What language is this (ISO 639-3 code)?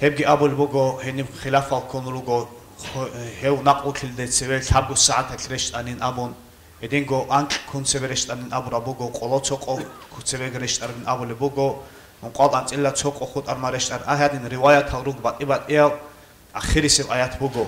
ava